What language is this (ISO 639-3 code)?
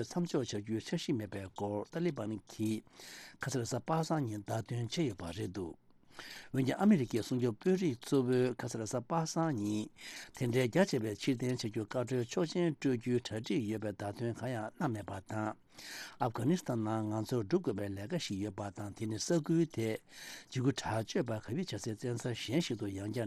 bod